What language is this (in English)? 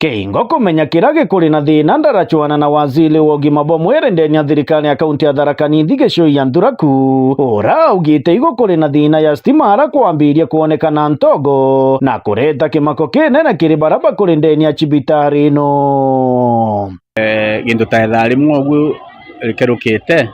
Meru